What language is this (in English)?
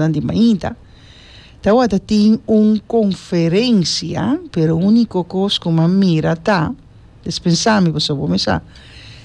Papiamento